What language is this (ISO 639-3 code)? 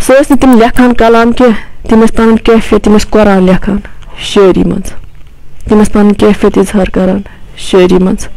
kas